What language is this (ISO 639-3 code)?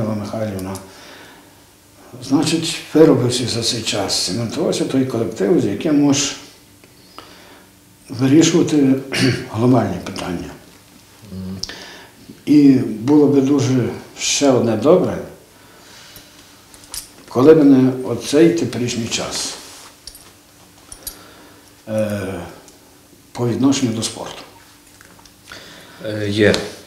ukr